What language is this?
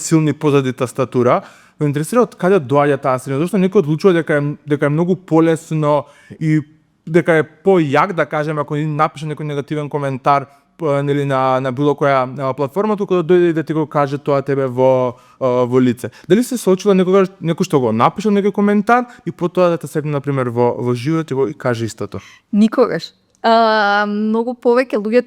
Macedonian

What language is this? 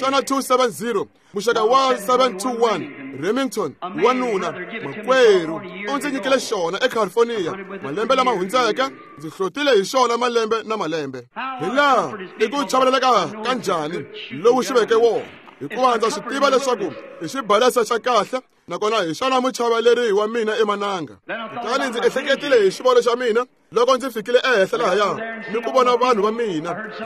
Tsonga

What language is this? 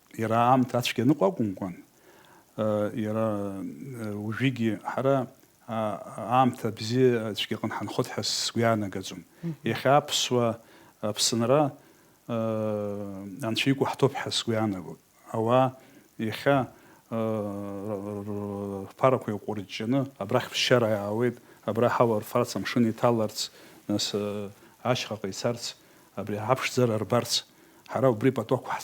Abkhazian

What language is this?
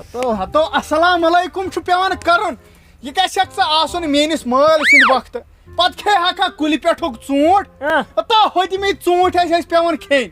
Kashmiri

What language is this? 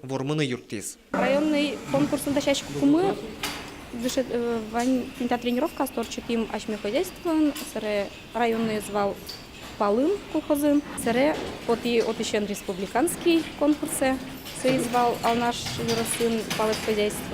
Udmurt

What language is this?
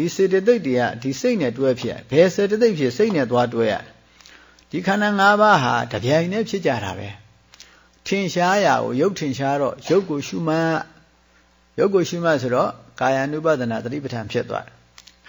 Burmese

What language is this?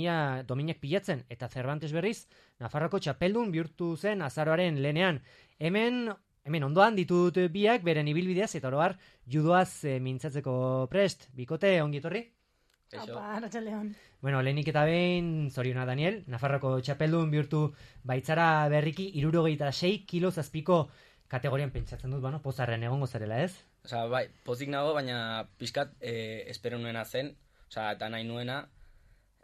Basque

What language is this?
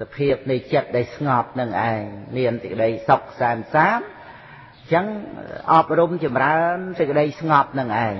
Khmer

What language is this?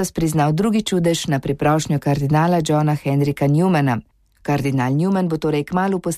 Slovenian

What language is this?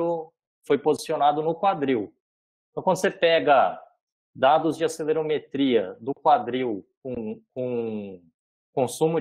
Portuguese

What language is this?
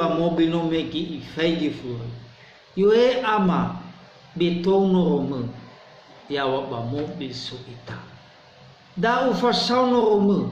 Nias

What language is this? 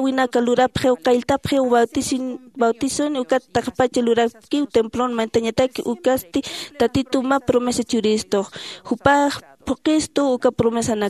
Aymara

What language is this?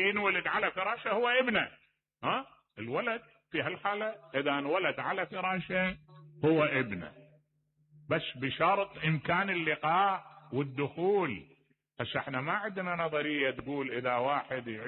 Mesopotamian Arabic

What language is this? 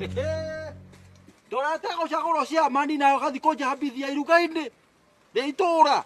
Kikuyu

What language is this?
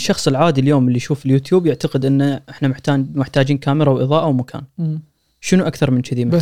Gulf Arabic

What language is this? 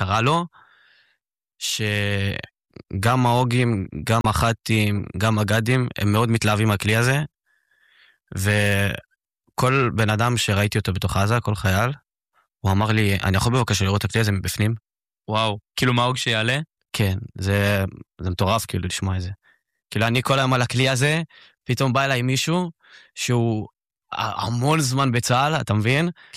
Hebrew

